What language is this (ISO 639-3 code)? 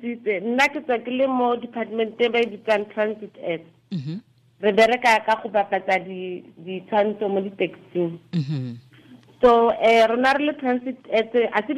tsn